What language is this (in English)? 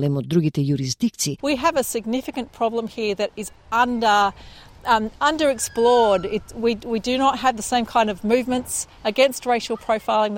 Macedonian